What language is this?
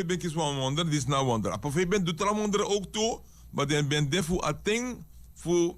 Sranan Tongo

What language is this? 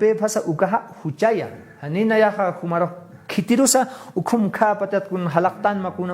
Aymara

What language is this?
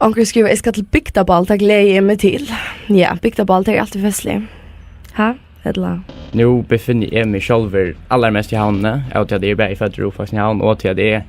Faroese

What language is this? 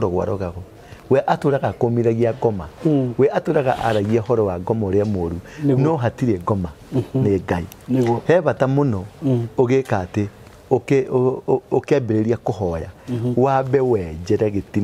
Kikuyu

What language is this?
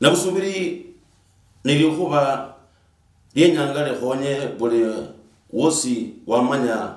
Luyia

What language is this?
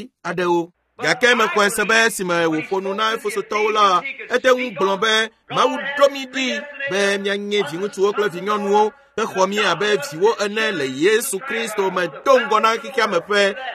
Ewe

